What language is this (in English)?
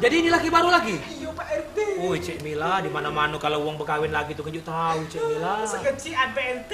Musi